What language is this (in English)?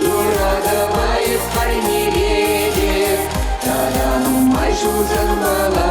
Chuvash